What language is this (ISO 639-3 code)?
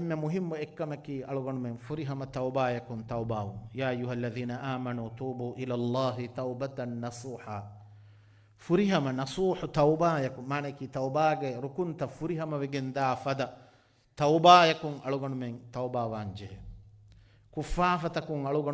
div